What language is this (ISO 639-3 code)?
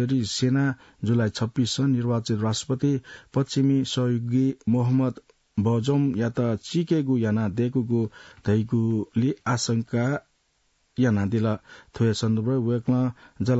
new